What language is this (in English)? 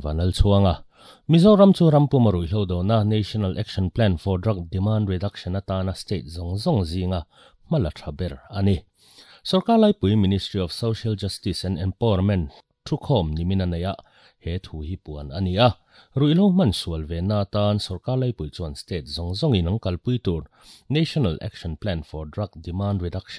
Mizo